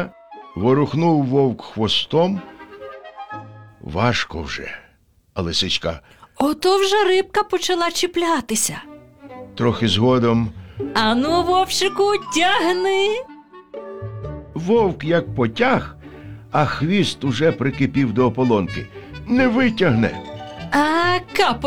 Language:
Ukrainian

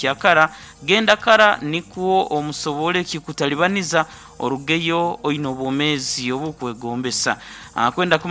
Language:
Nyoro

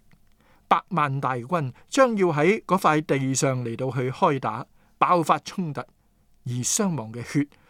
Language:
Cantonese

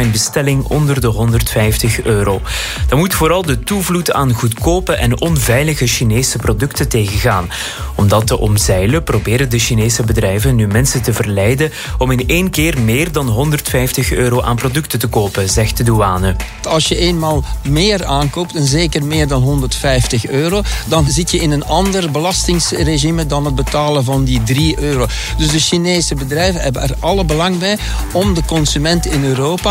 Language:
Dutch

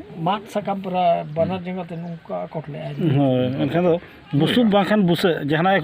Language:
Santali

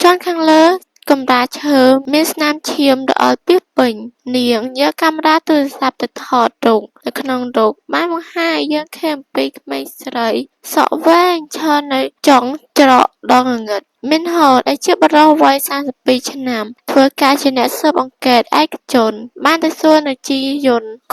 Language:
Khmer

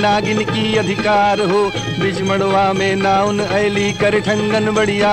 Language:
Bhojpuri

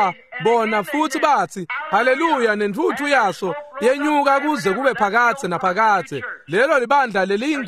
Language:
Swati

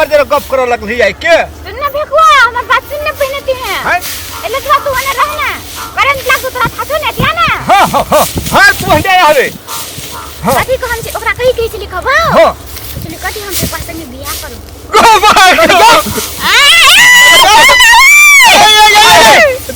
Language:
Maithili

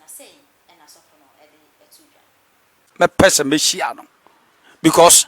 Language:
Akan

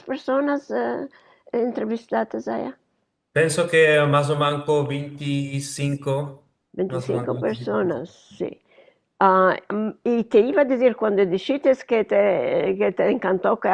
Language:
Ladino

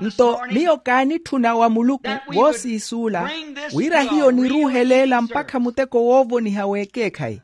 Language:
Makhuwa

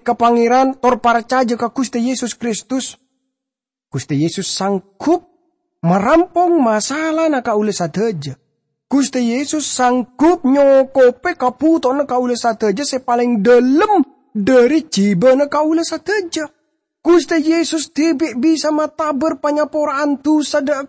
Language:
Madurese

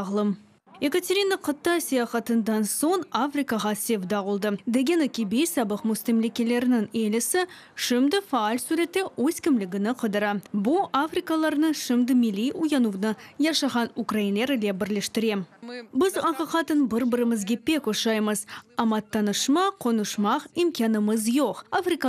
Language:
Crimean Tatar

